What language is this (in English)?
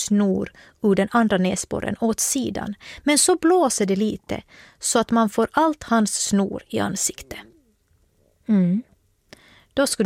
Swedish